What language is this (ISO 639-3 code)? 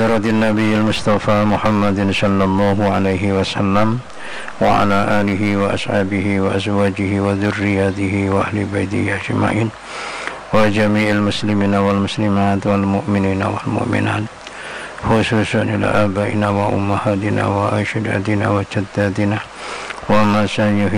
ara